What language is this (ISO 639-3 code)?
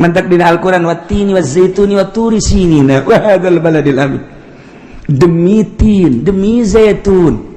sun